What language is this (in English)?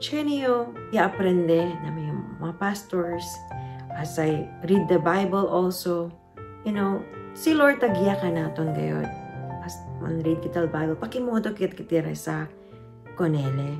Chavacano